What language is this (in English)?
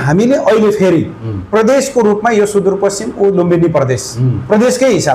Nepali